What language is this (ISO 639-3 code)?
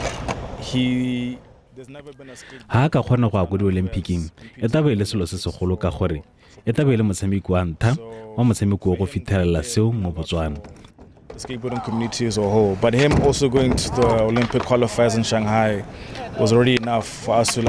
tsn